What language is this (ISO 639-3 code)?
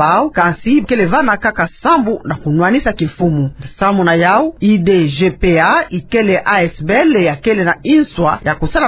ktu